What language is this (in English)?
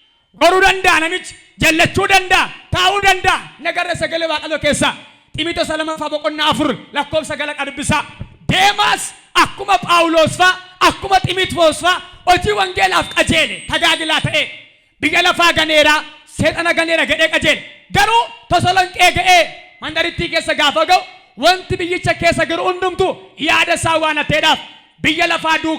Oromo